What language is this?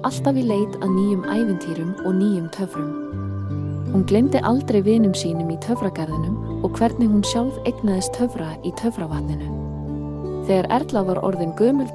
Icelandic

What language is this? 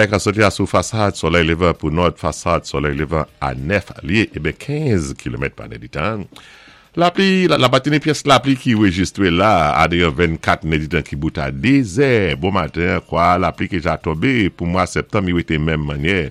Saint Lucian Creole French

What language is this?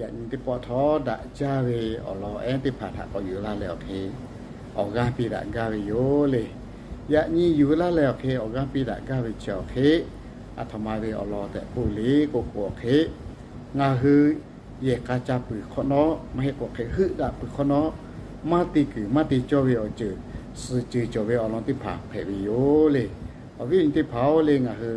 Lahu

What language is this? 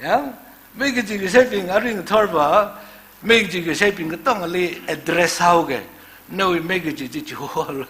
Tangkhul Naga (India)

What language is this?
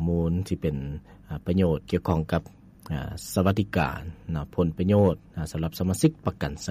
Lao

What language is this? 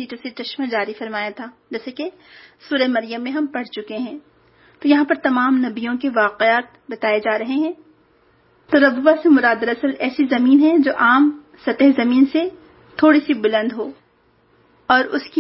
Urdu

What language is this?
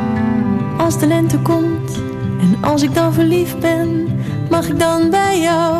Dutch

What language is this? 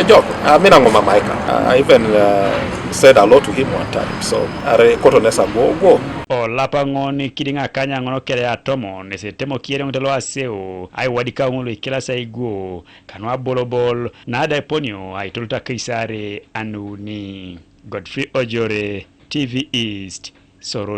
Teso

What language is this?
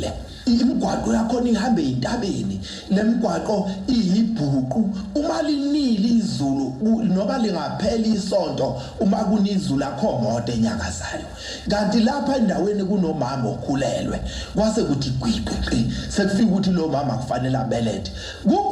Zulu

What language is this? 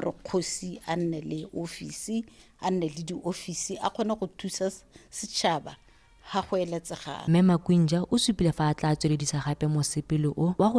Tswana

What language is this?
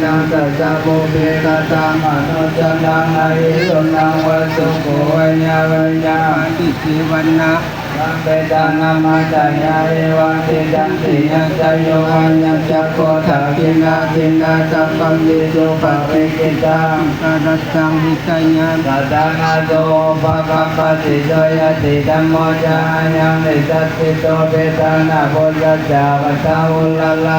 Pali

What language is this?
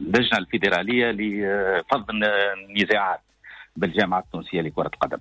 Tunisian Arabic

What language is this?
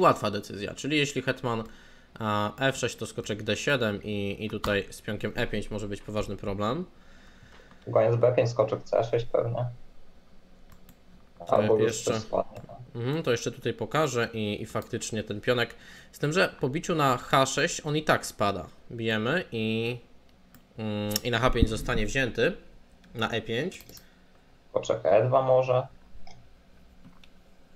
Polish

